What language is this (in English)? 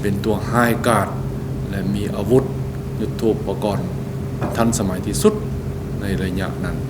Lao